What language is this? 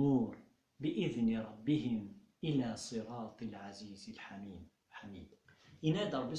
Kabyle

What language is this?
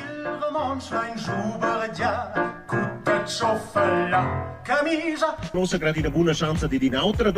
Romansh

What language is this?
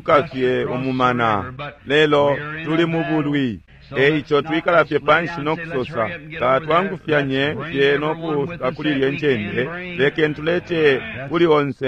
Bemba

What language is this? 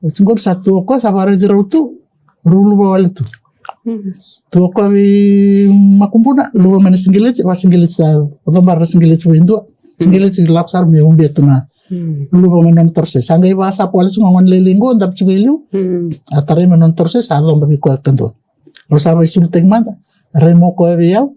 Fijian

